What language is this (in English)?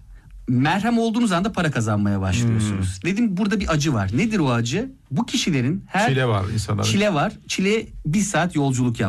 Turkish